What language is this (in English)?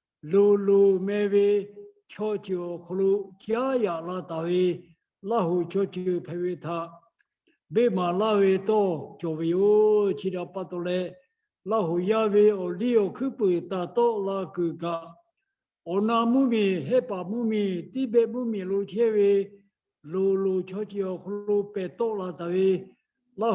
Lahu